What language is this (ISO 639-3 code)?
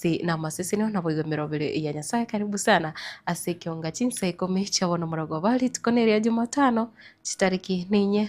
guz